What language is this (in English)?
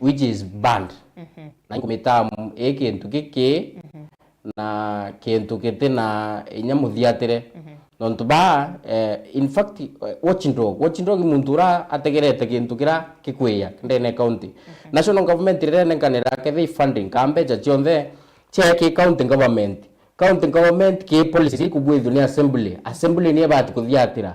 Meru